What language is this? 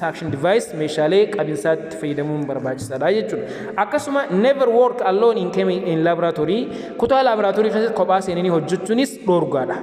Oromo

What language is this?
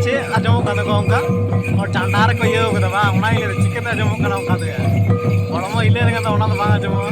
Santali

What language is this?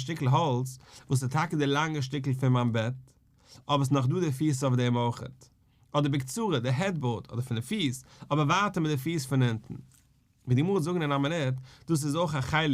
Yiddish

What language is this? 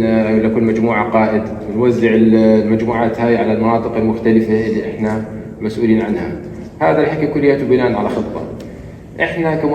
North Levantine Arabic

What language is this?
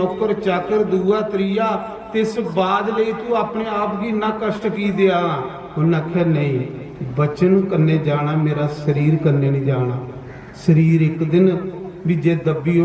Dogri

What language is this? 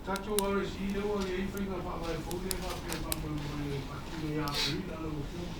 Samoan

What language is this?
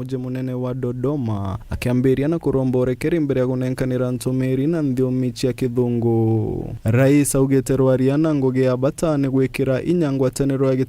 Meru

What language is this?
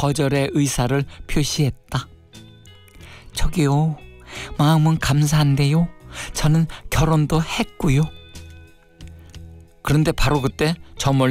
Korean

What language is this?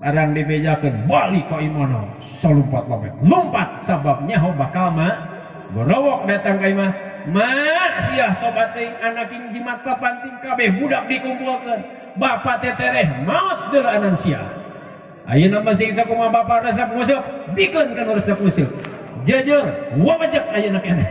Sundanese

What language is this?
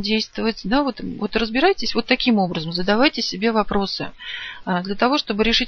Russian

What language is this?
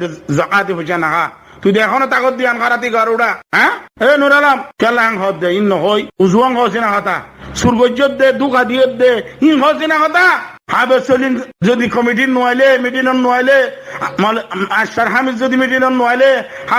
Rohingya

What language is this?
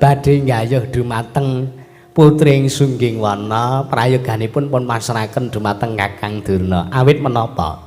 Javanese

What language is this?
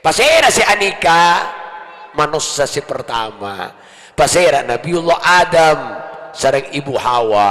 Madurese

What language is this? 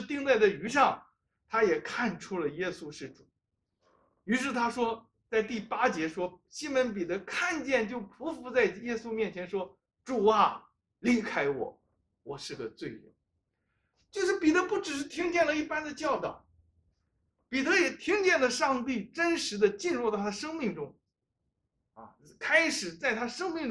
Chinese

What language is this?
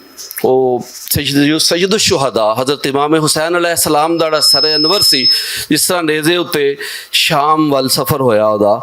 Western Panjabi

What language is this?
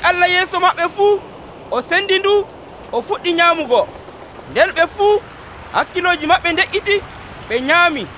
Nigerian Fulfulde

